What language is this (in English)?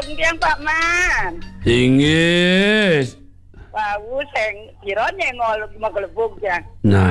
Balinese